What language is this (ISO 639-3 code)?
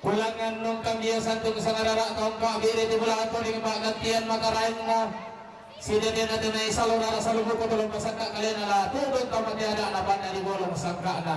sda